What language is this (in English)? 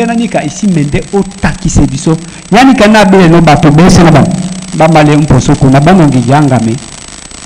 Duala